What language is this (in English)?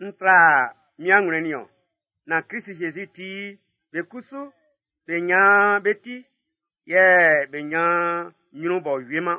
Baoulé